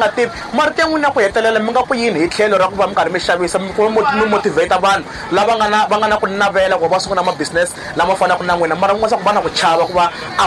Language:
Tsonga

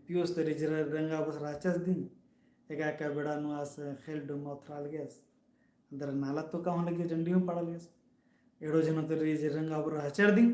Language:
Kurukh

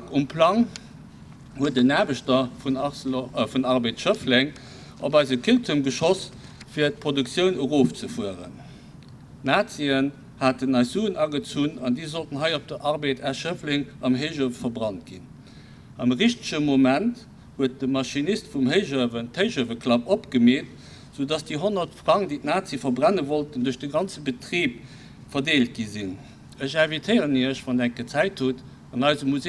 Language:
Luxembourgish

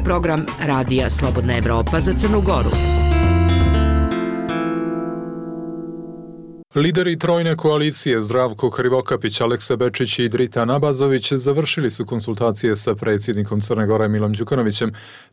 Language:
Serbian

